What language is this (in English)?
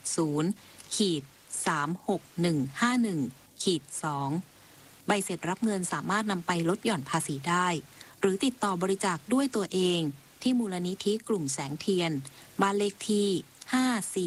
Thai